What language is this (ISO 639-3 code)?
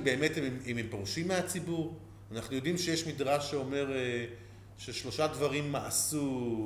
heb